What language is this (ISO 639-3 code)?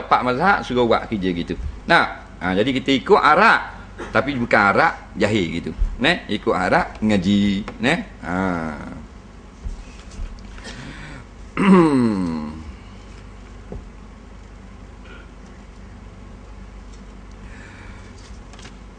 msa